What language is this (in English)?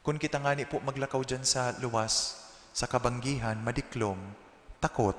Bikol